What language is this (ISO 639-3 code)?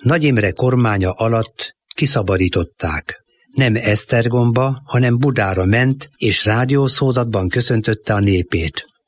hun